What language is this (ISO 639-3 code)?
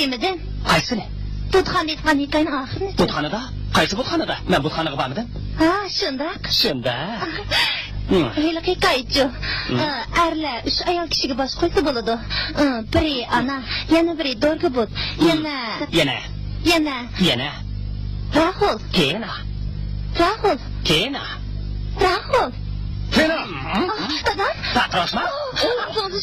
uig